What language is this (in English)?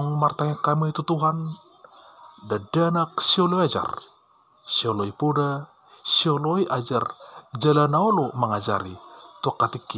Batak Toba